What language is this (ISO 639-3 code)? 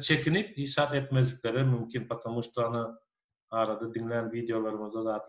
tuk